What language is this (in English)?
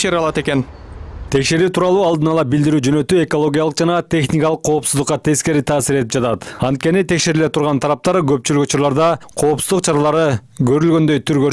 Kyrgyz